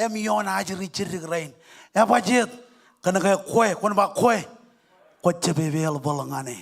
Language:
Marshallese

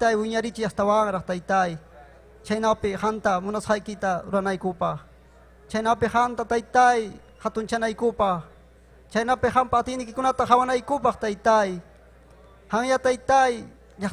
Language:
Ayacucho Quechua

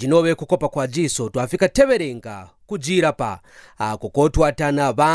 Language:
Kaonde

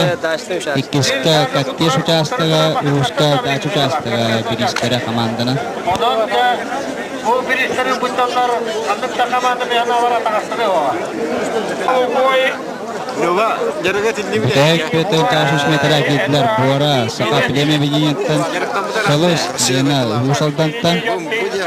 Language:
Yakut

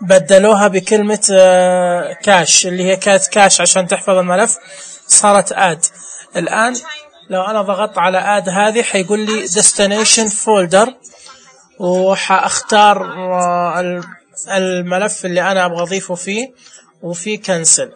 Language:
Najdi Arabic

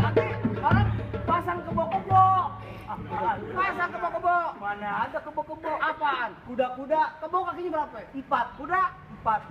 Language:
Betawi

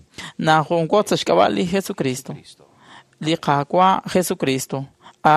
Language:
Kekchí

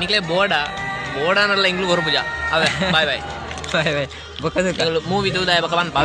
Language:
Tulu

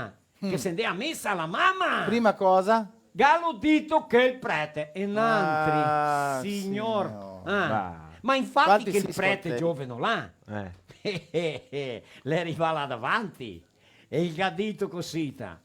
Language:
Venetian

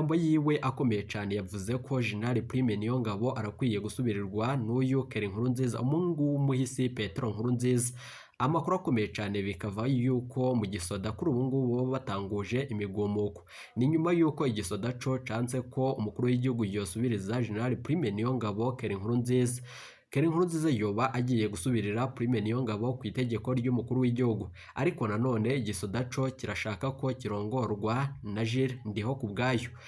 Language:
Rundi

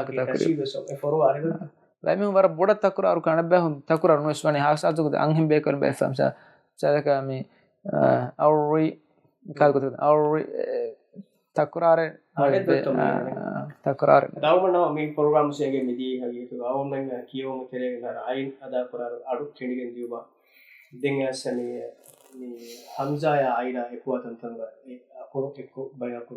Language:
Divehi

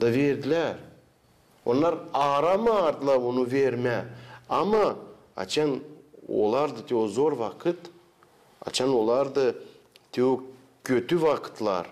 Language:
Gagauz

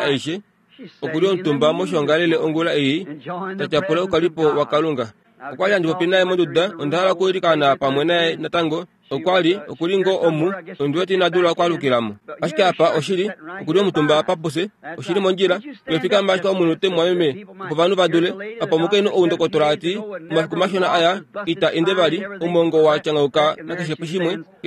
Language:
Kuanyama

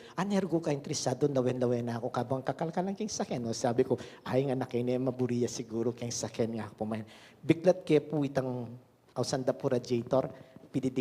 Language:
Pampanga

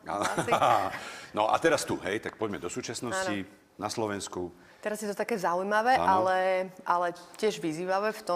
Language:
Slovak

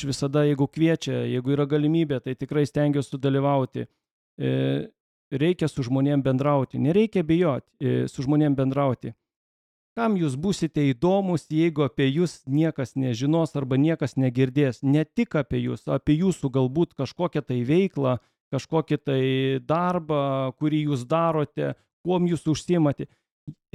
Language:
Lithuanian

